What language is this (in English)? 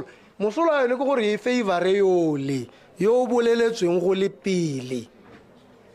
Tswana